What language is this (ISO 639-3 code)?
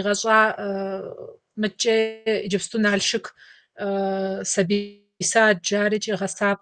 kbd